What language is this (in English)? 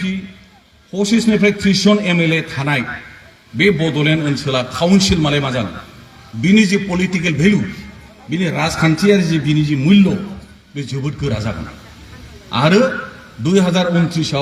Bodo